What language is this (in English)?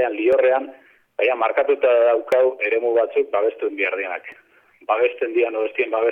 Basque